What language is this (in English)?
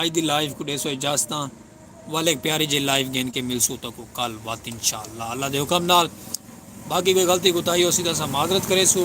Saraiki